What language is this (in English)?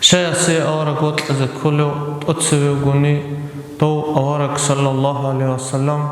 Avaric